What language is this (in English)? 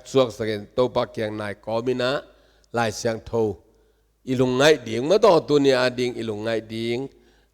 Tedim Chin